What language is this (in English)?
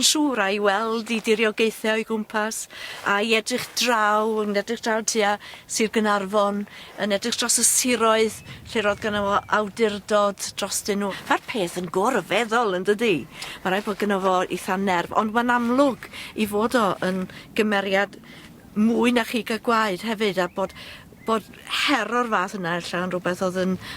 Welsh